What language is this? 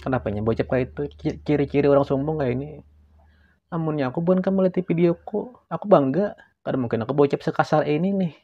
Banjar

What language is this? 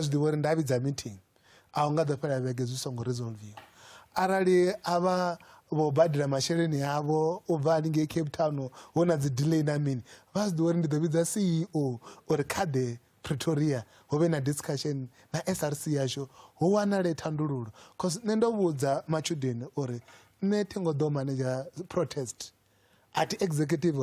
Venda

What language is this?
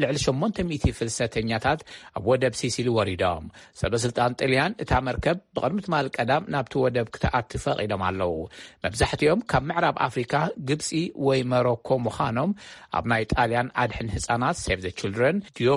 Tigrinya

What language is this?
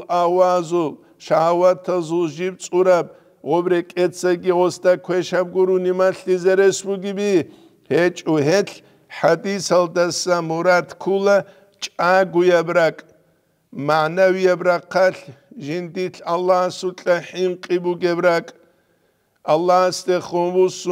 Avaric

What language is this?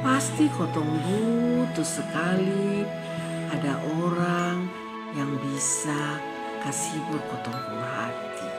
Kupang Malay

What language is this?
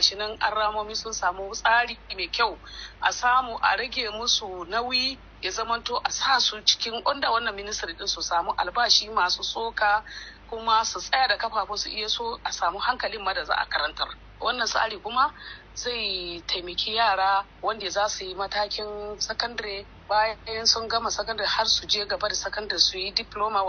Hausa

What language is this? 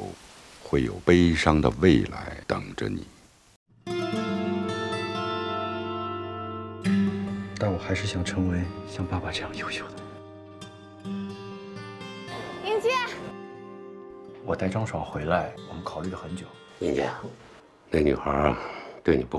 Chinese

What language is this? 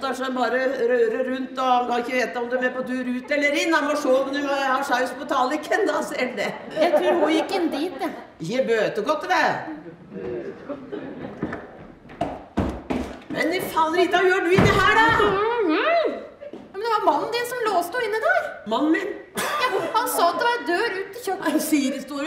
Norwegian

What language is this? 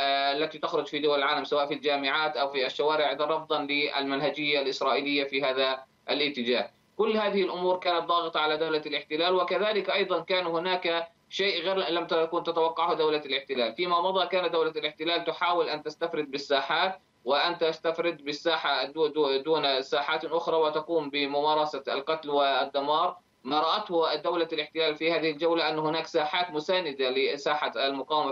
Arabic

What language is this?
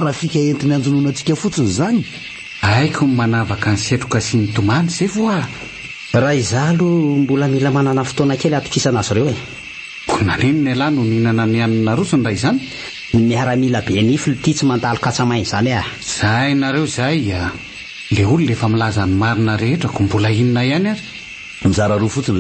Malagasy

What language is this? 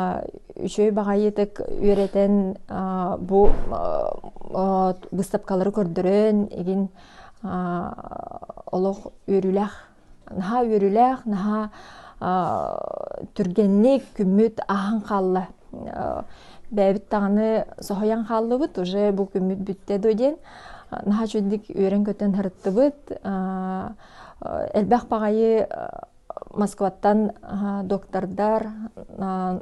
Yakut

